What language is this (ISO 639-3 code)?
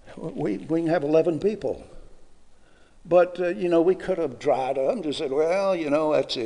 eng